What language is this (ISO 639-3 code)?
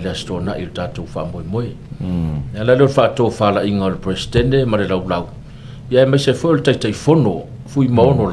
smo